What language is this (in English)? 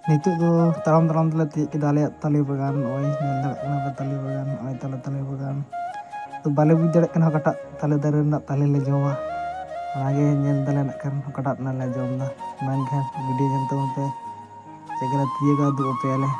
Santali